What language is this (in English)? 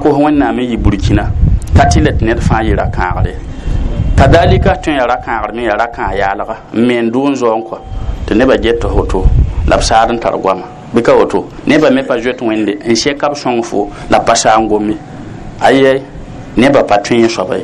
Mossi